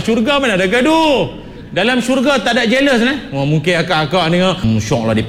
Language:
Malay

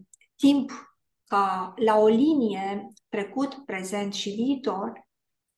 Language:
Romanian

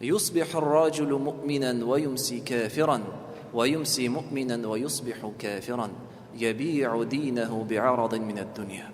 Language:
Tatar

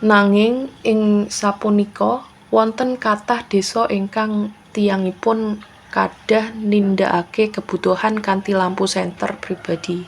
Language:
Javanese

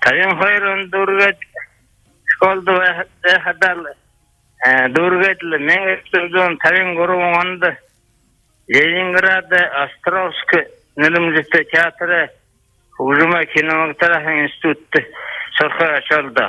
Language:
Buriat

